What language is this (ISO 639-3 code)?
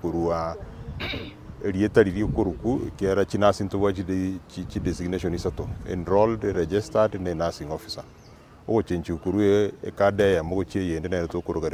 guz